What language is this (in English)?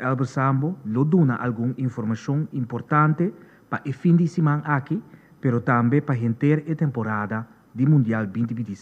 Papiamento